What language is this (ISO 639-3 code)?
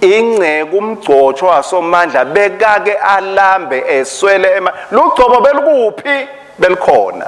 ssw